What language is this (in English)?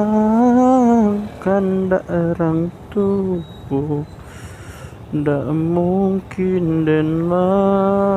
Minangkabau